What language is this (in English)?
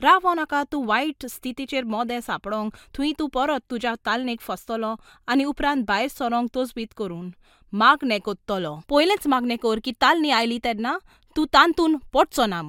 Konkani